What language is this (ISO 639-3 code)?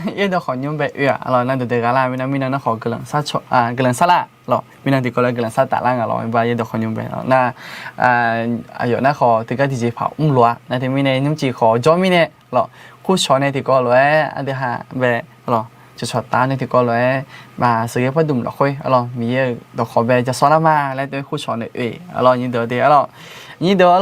ahk